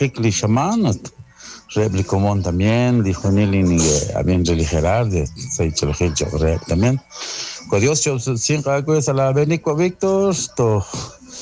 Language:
Kekchí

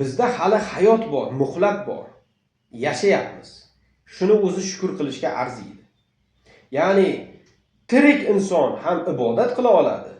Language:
Uzbek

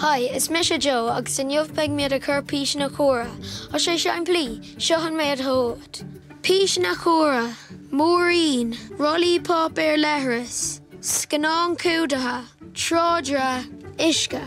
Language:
Irish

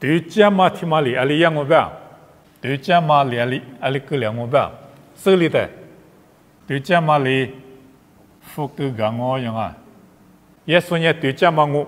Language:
Lisu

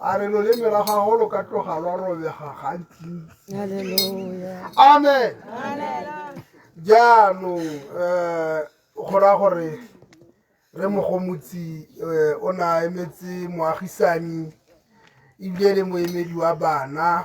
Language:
Tswana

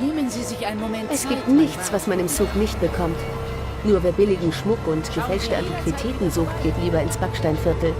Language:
Swiss German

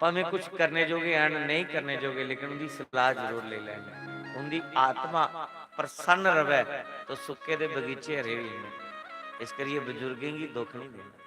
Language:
Dogri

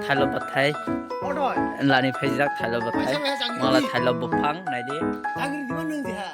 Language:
Kok Borok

